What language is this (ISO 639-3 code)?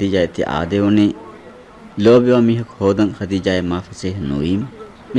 div